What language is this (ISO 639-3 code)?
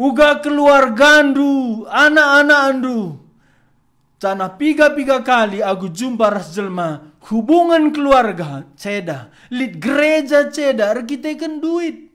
btx